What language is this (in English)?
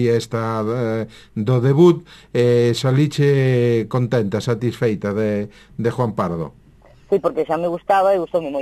Galician